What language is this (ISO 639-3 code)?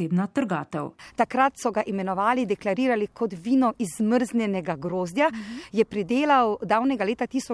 slv